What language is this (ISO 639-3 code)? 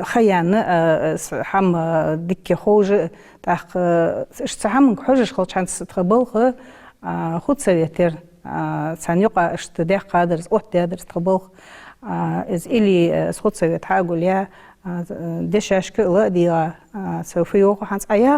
inh